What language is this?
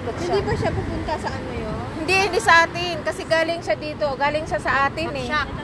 Filipino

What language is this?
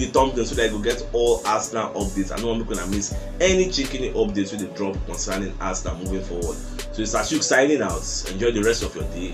Nigerian Pidgin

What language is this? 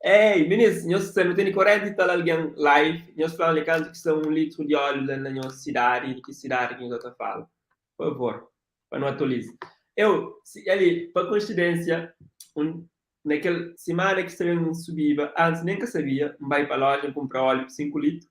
Kabuverdianu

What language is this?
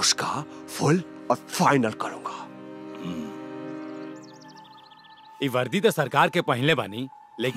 Bhojpuri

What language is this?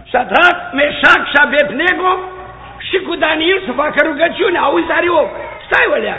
Romanian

